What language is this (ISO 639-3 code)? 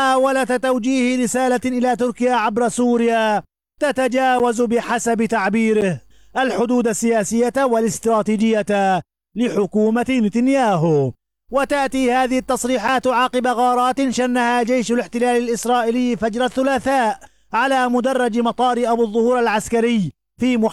ara